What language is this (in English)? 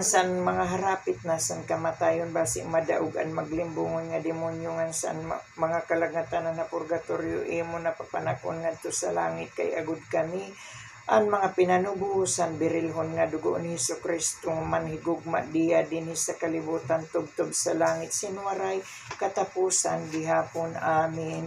Waray